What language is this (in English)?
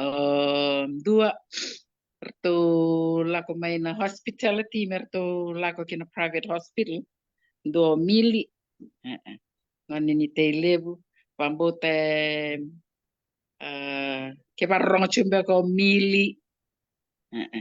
Fijian